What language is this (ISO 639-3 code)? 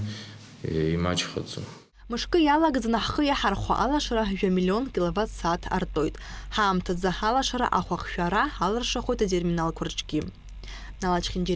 abk